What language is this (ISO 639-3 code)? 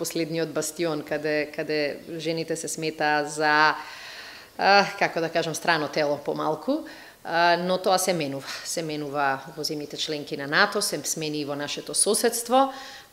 mkd